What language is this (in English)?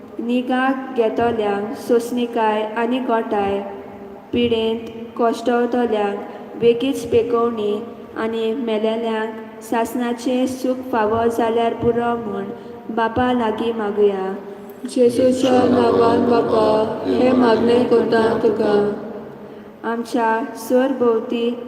Konkani